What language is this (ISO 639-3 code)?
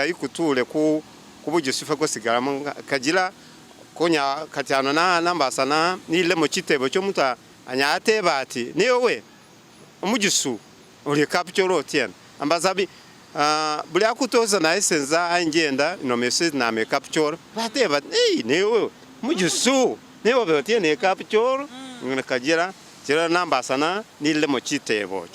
myx